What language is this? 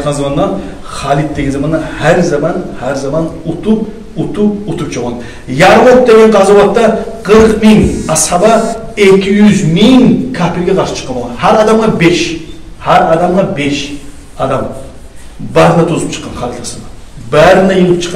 Kumyk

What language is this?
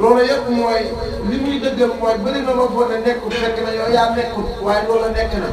Wolof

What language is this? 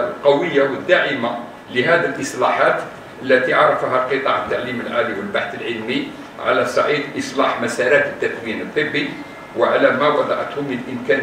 Arabic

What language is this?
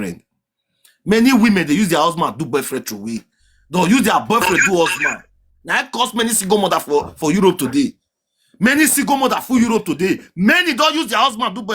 Nigerian Pidgin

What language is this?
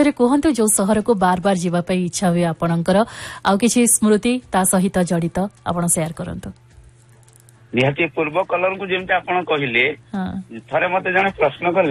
Odia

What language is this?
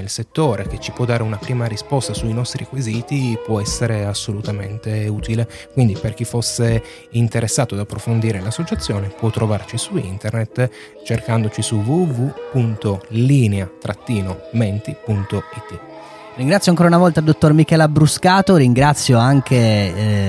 Italian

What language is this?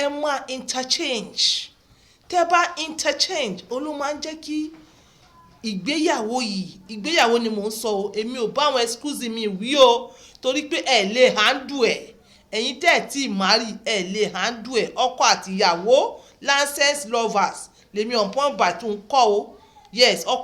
Yoruba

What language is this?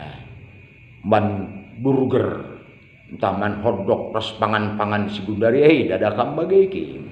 Batak Karo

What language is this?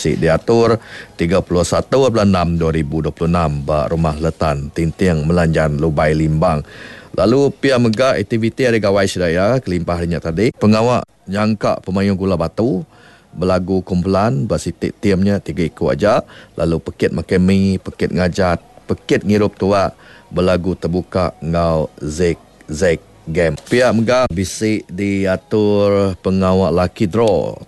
Iban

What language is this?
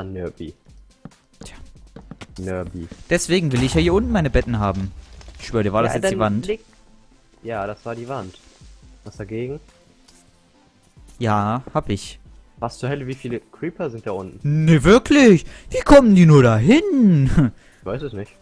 German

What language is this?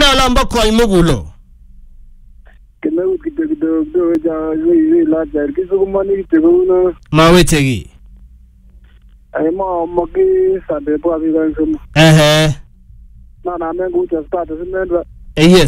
Swahili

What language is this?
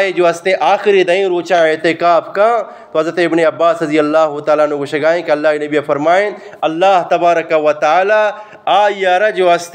Eastern Balochi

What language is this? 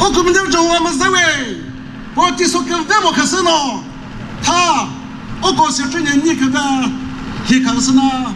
Chokri Naga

